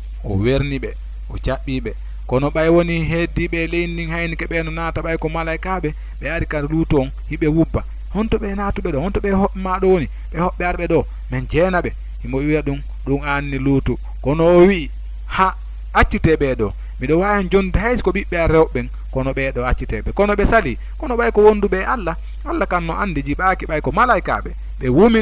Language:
Fula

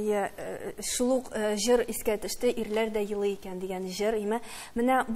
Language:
Tatar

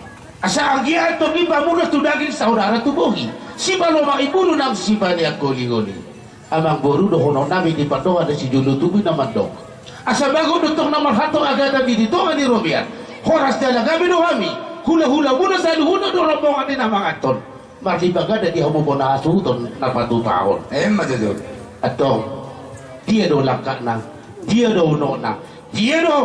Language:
Batak Toba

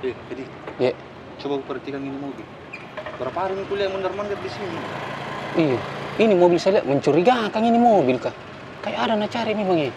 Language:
Makassar Malay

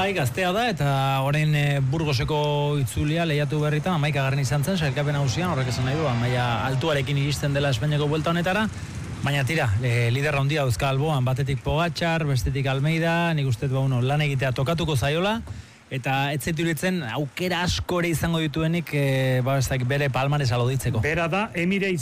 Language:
Basque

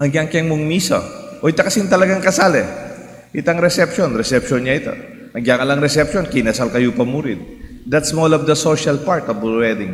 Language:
Pampanga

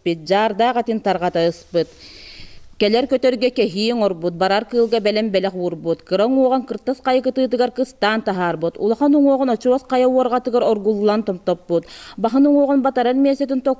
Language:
Yakut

